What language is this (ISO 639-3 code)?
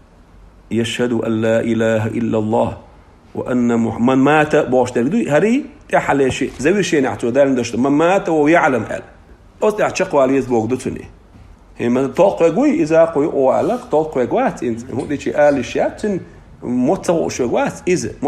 che